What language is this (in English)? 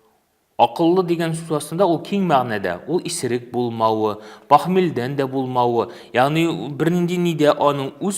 Tatar